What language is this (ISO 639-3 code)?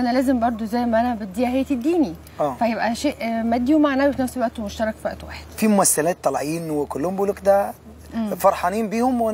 arz